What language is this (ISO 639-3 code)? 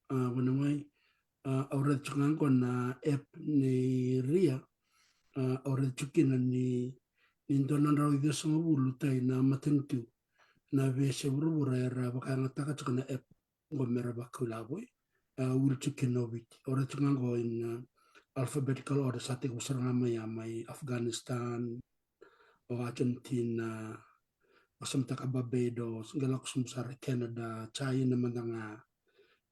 fij